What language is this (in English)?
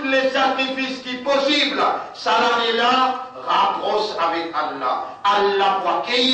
Morisyen